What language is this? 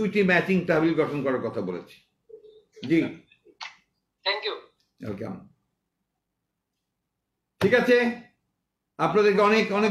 Bangla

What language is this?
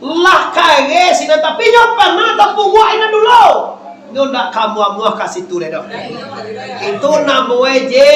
Minangkabau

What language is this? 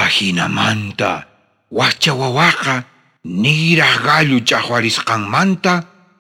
South Bolivian Quechua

